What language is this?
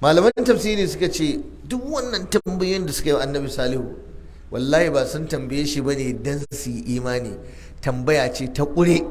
Hausa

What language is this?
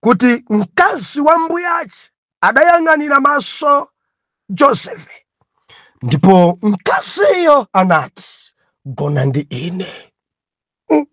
Nyanja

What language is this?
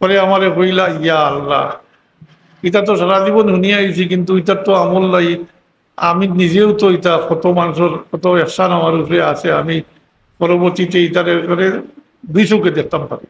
Sylheti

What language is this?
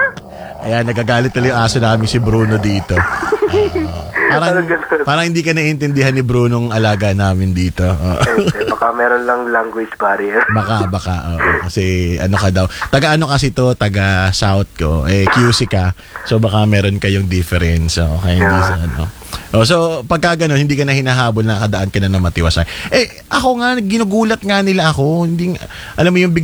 Filipino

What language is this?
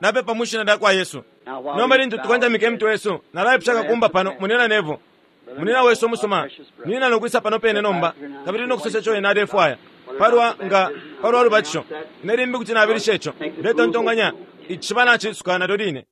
Bemba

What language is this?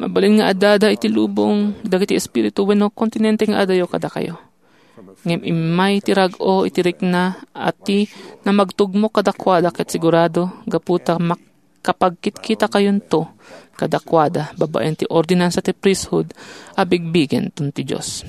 Iloko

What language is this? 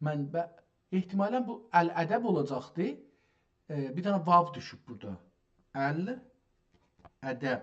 South Azerbaijani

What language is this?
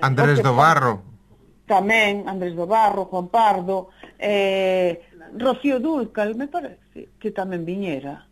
Galician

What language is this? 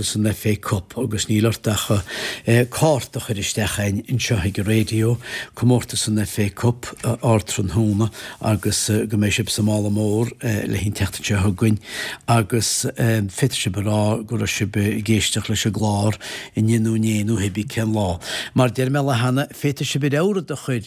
Irish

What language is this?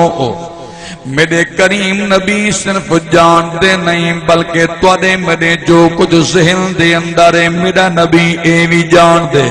Saraiki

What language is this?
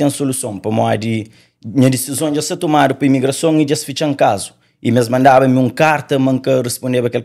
Kabuverdianu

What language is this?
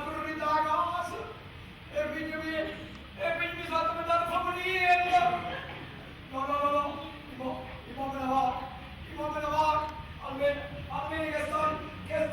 Neapolitan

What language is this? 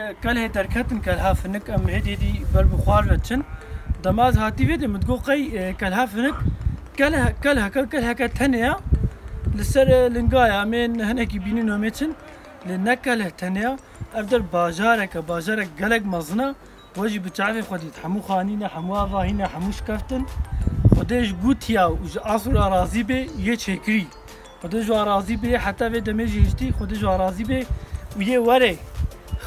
Kurdish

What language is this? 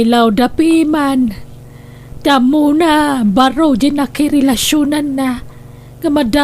Iloko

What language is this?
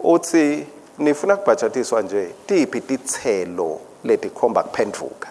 Swati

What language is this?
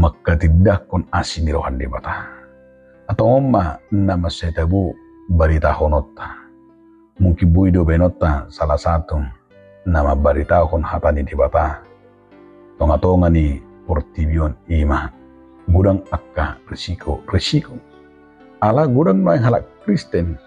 Batak Toba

